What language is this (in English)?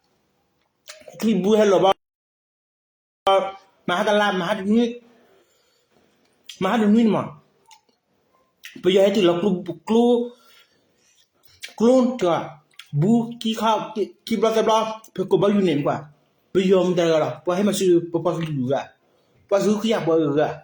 S'gaw Karen